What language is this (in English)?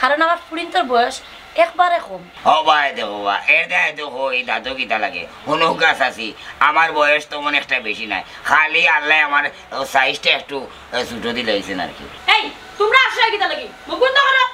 Sylheti